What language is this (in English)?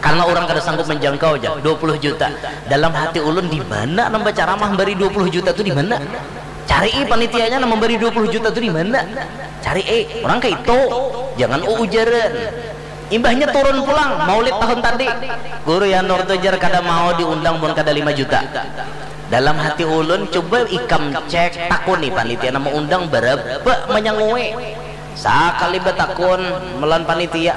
Banjar